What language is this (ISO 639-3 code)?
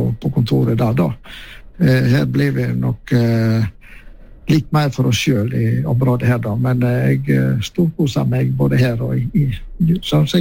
nor